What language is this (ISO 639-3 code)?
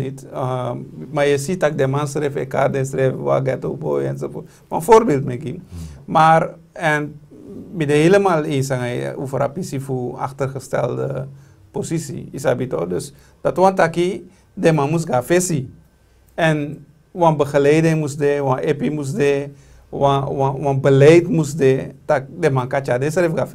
srn